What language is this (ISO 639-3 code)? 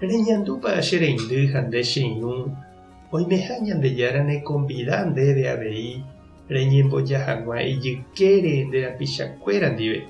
grn